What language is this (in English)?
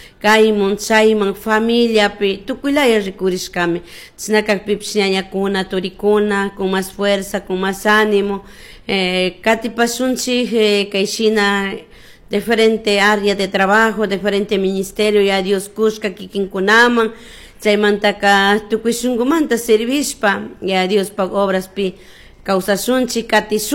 Chimborazo Highland Quichua